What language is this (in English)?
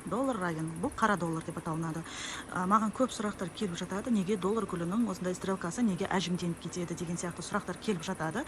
Kazakh